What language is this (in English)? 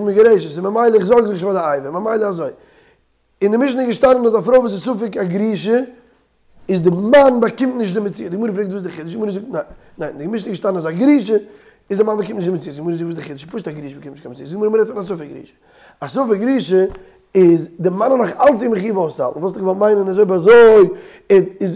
Yiddish